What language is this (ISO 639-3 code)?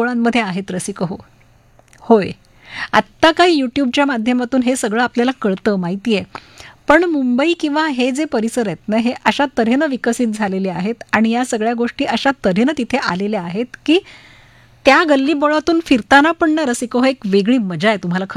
mar